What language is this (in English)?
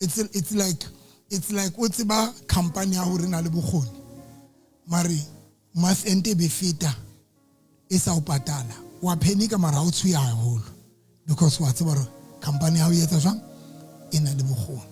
Southern Sotho